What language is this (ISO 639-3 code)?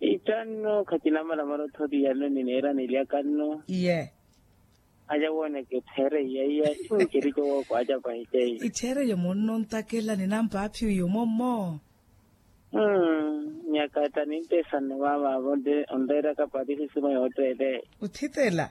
vmw